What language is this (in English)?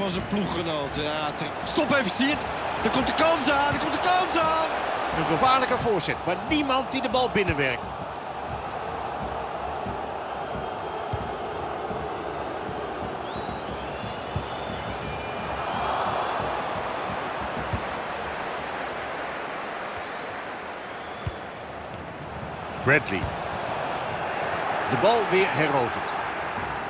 Dutch